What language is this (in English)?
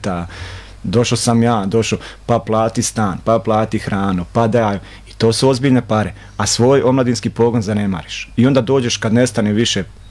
Croatian